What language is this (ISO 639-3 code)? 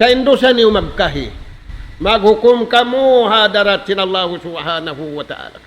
tsg